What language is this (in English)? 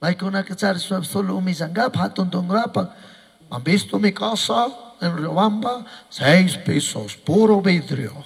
Chimborazo Highland Quichua